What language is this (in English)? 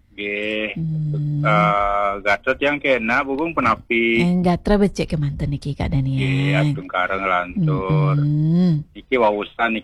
Balinese